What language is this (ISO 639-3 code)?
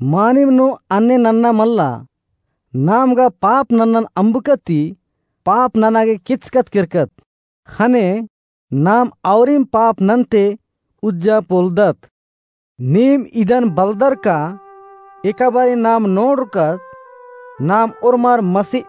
kru